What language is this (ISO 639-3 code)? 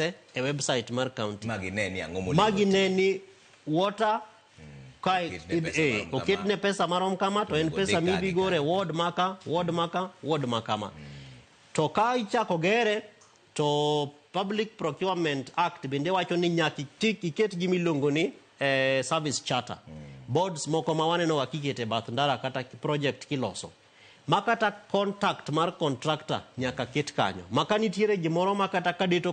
luo